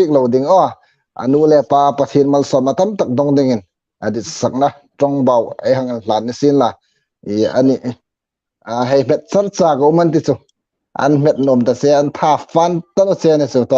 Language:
Hmar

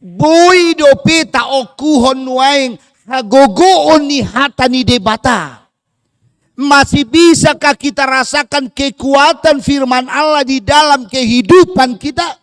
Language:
Batak Toba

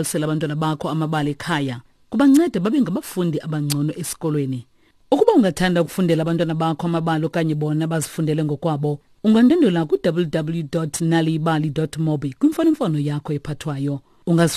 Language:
Xhosa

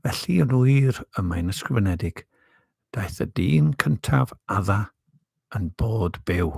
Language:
Welsh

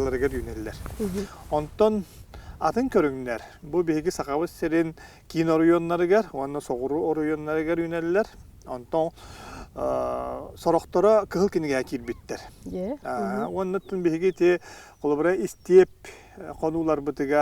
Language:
Yakut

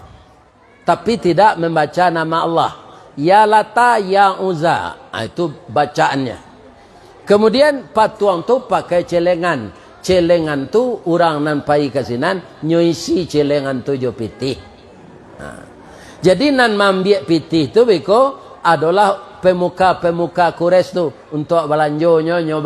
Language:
Minangkabau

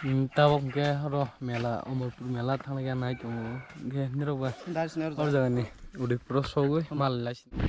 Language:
Kok Borok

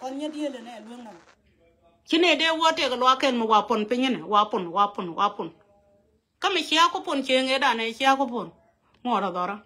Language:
Nuer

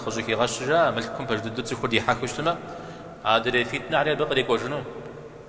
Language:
Kabardian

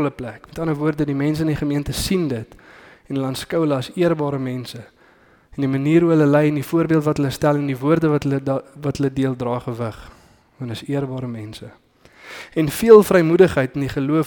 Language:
Afrikaans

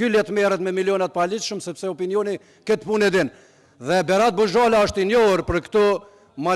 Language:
Albanian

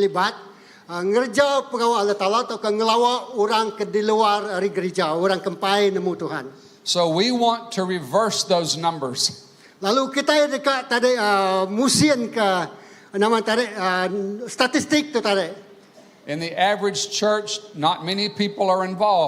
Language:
Iban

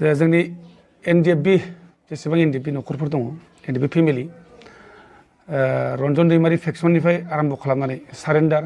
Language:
Bodo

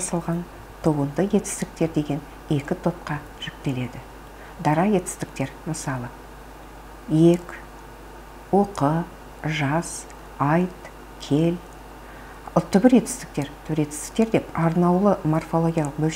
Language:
Kazakh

